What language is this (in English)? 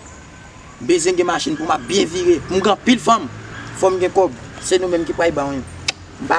Haitian Creole